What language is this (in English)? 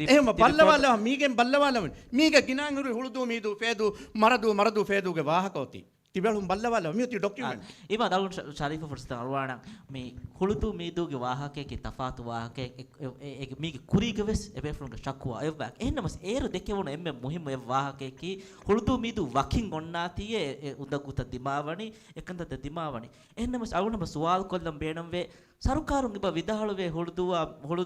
Divehi